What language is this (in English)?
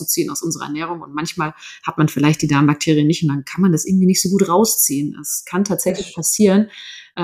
German